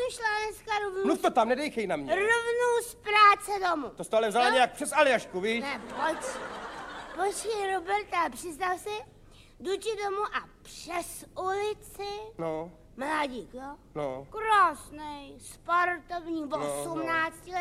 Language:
Czech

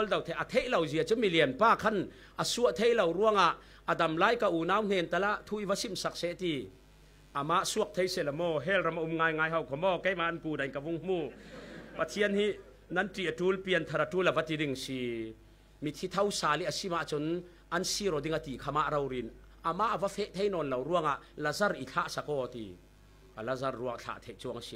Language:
Falam Chin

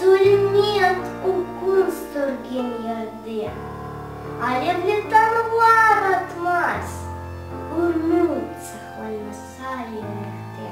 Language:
Crimean Tatar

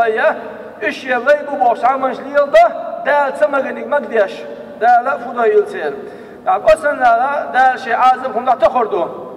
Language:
Chechen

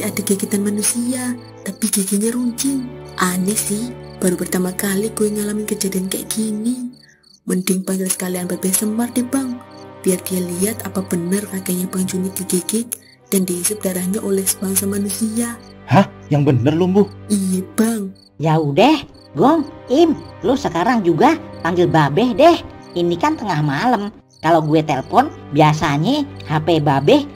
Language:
Betawi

